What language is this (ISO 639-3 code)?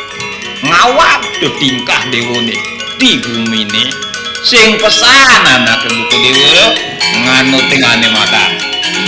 ban